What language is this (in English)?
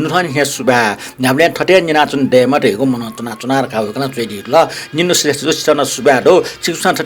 Newari